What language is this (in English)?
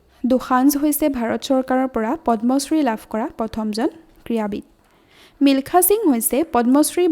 Assamese